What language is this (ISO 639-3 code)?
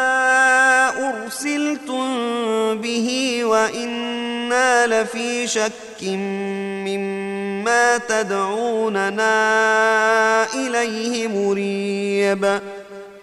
ara